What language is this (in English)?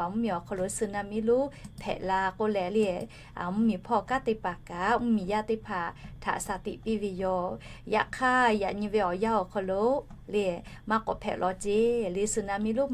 Lahu